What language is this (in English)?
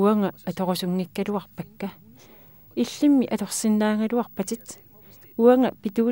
Kalaallisut